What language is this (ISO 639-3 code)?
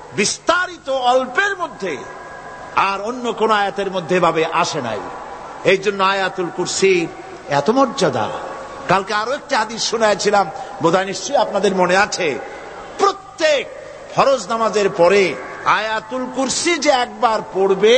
ben